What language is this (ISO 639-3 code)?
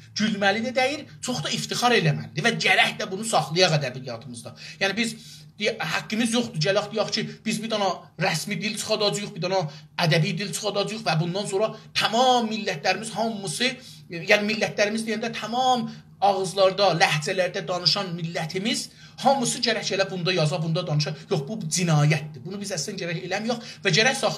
azb